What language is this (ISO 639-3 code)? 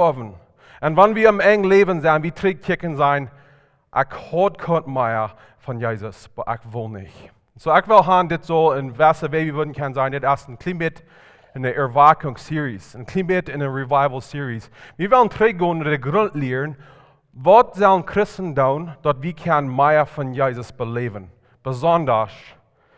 pdt